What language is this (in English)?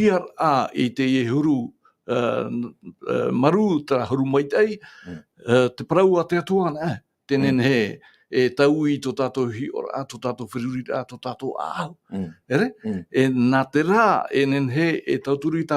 Tahitian